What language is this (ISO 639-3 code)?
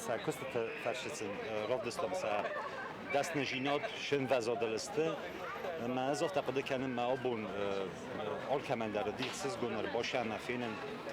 oss